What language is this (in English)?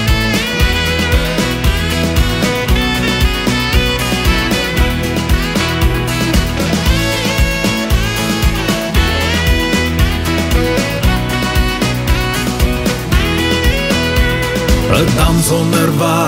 Afrikaans